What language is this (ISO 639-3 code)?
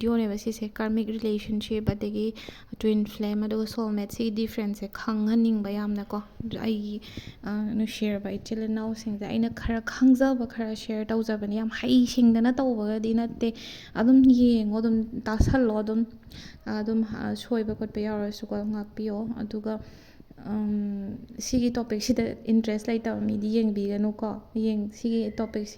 mni